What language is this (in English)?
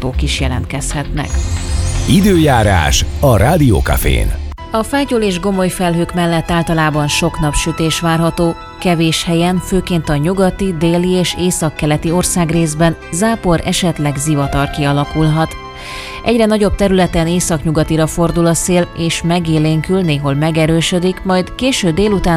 Hungarian